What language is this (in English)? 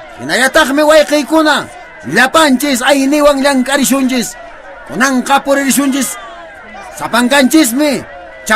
Quechua